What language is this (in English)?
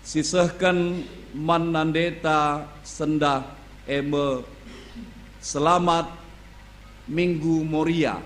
Batak Karo